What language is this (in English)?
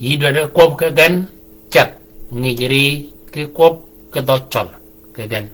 Shilluk